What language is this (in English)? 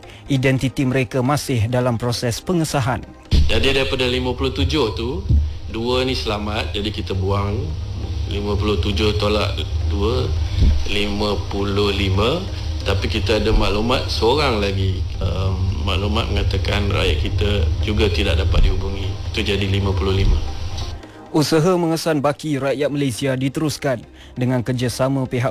Malay